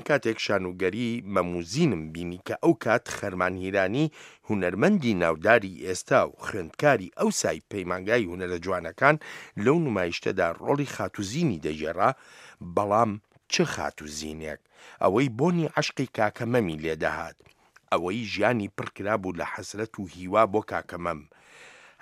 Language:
Central Kurdish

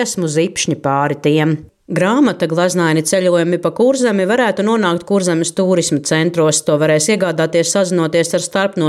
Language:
Latvian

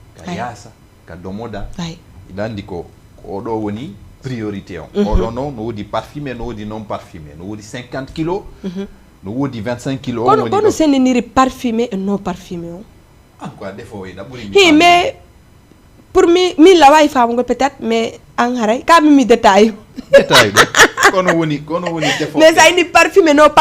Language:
Fula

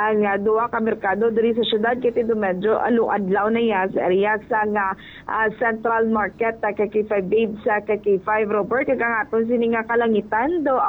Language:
Hiligaynon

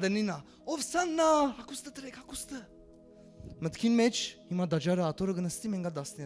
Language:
Western Armenian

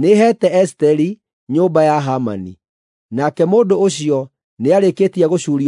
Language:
Kikuyu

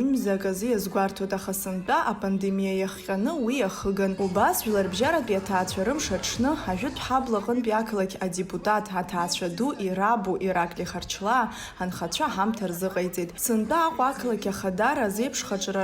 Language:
Abkhazian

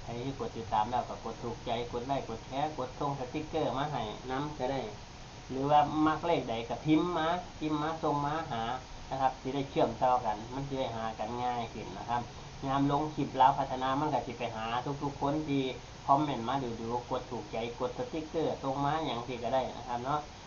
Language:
Northeastern Thai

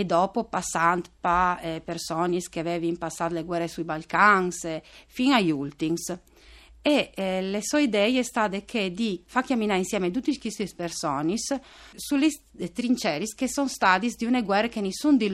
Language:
Friulian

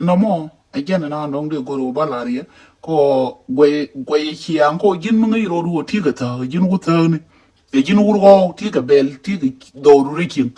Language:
Nuer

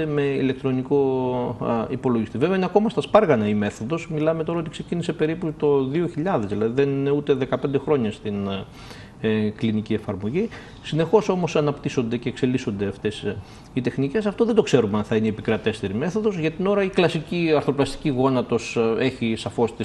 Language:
Greek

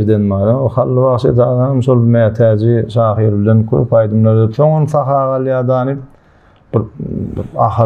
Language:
Turkmen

